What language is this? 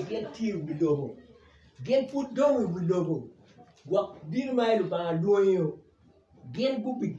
Acoli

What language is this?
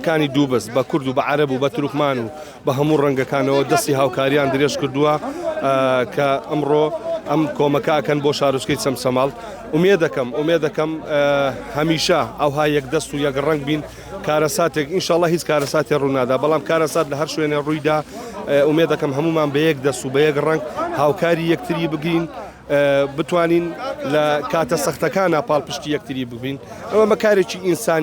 Central Kurdish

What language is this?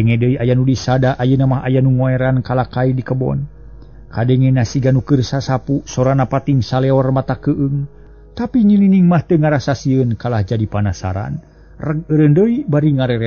Sundanese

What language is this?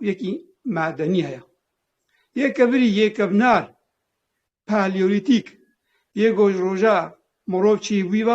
Kurdish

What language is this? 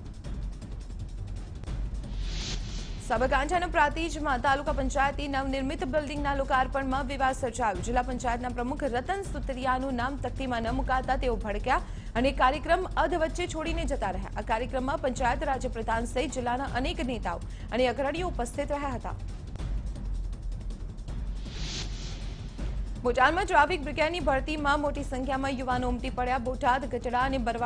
Gujarati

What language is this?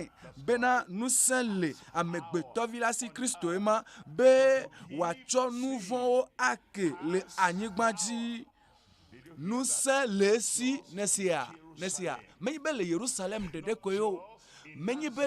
Ewe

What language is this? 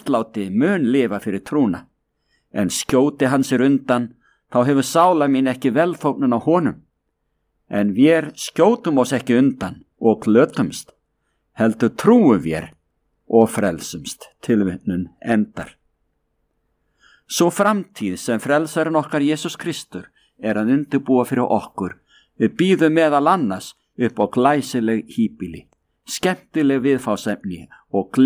Icelandic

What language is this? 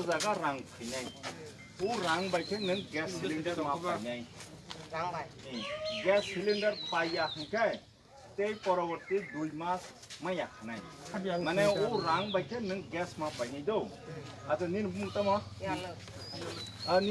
Kok Borok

